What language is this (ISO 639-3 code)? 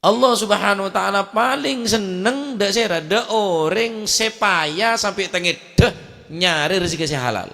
mad